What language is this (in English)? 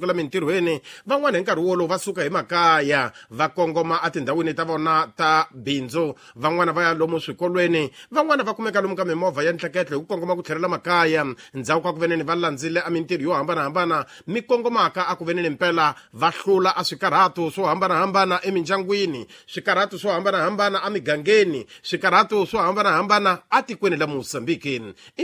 Tsonga